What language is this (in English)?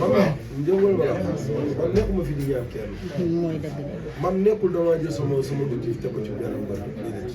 Wolof